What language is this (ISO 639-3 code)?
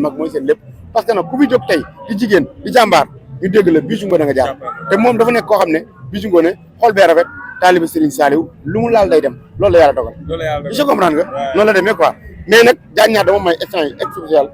wol